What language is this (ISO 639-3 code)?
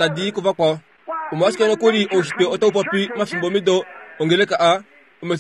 kua